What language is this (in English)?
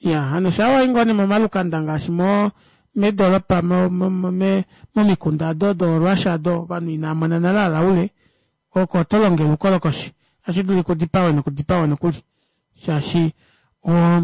Kuanyama